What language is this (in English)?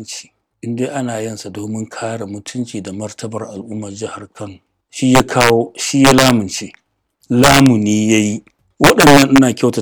Hausa